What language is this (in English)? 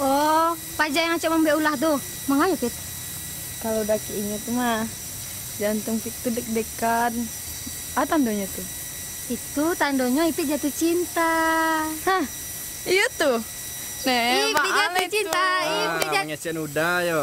Minangkabau